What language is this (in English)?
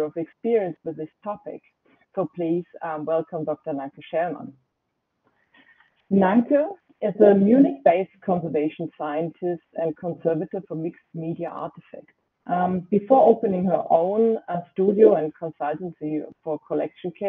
English